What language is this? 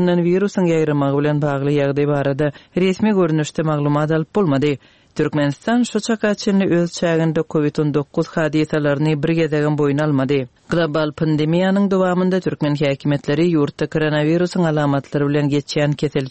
Turkmen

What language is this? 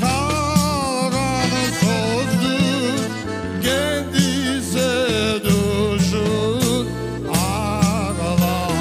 Crimean Tatar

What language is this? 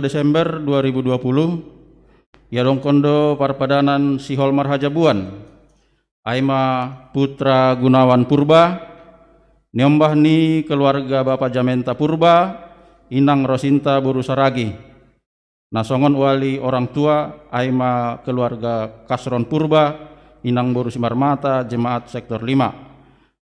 Batak Simalungun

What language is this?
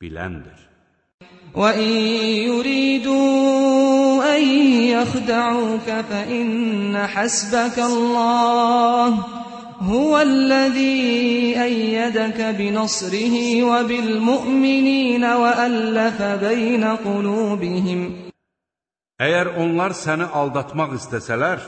Azerbaijani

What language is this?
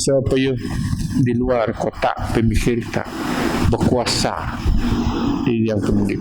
Biatah Bidayuh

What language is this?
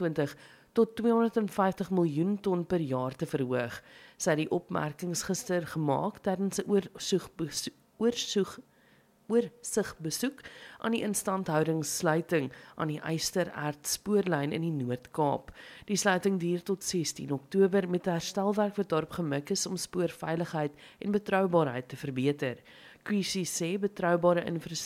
Afrikaans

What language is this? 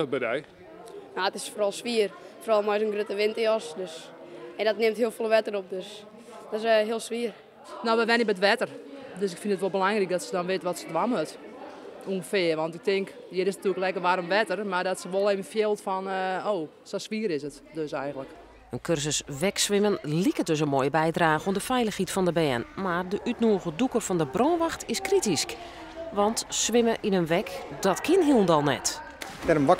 Western Frisian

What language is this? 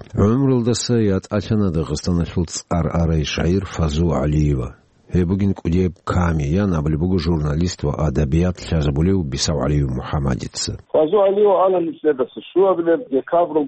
Avaric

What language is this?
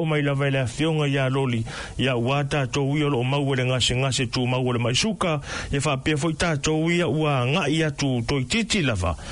Samoan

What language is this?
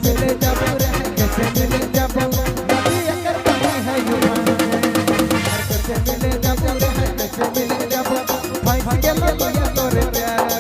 Sadri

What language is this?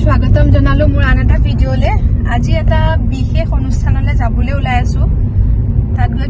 Assamese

